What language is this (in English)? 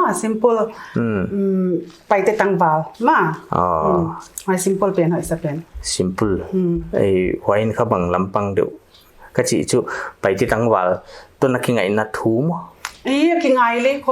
Paite Chin